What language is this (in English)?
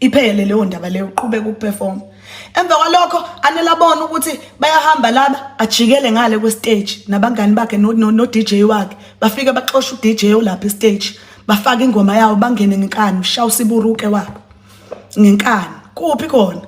Zulu